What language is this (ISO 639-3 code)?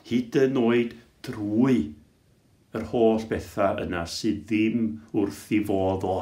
cym